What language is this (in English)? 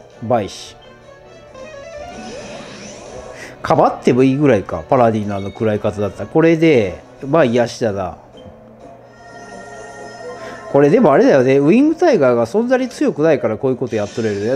Japanese